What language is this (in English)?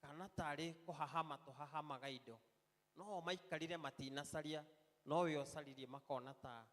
Kikuyu